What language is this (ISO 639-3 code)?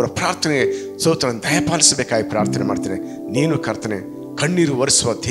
kan